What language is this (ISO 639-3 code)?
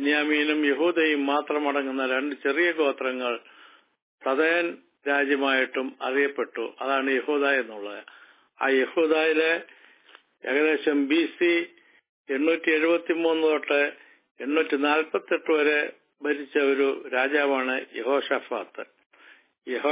mal